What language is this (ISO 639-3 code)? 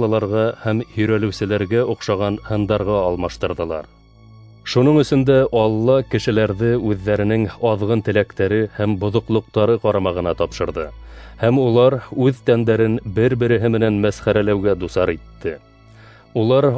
bak